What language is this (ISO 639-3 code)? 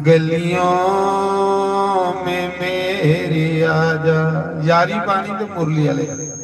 doi